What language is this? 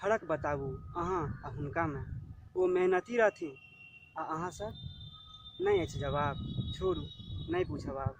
Maithili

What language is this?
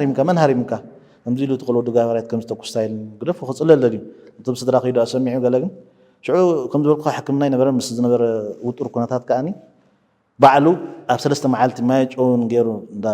Tigrinya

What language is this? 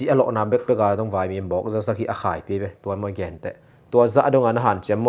Tedim Chin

